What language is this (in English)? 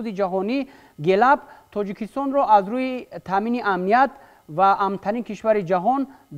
Tajik